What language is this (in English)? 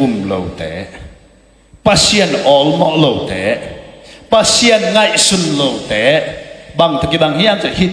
Tedim Chin